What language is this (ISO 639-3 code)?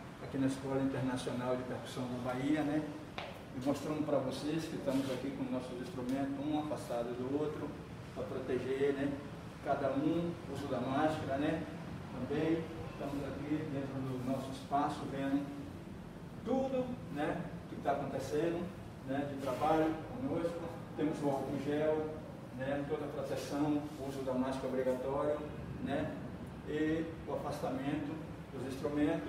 por